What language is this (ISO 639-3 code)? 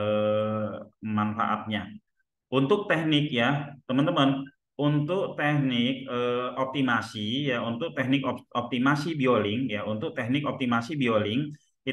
ind